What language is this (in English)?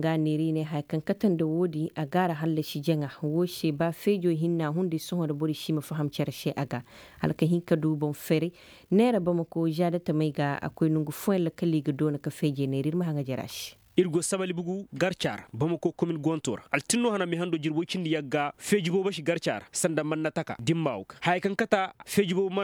Koyraboro Senni